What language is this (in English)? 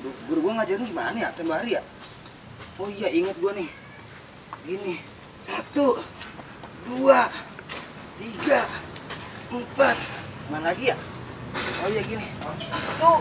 Betawi